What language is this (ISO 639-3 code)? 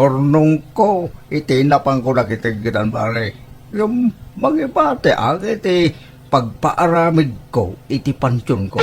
ilo